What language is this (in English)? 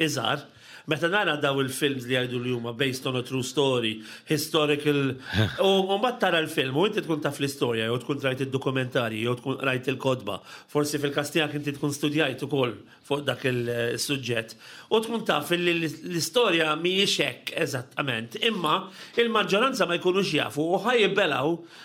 Maltese